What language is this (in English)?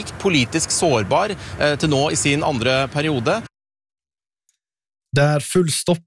Norwegian